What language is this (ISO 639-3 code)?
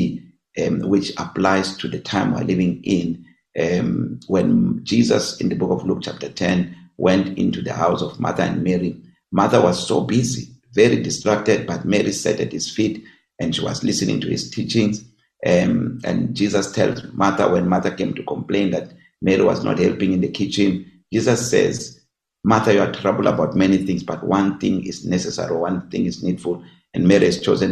eng